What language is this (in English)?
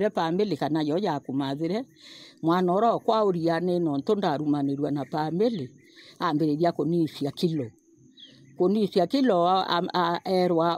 Meru